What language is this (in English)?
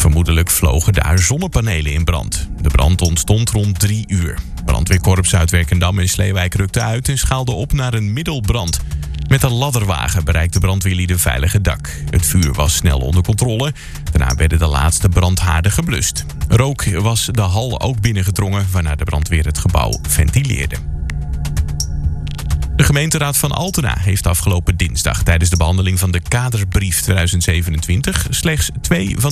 Dutch